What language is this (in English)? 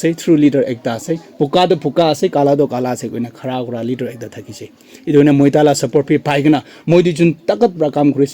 Naga Pidgin